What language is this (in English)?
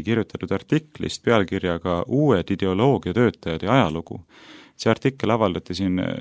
Estonian